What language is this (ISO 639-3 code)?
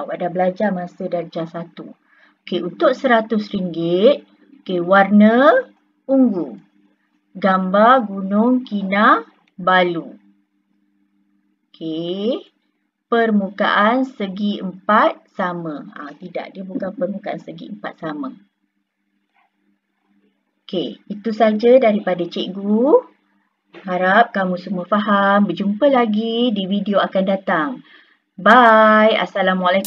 msa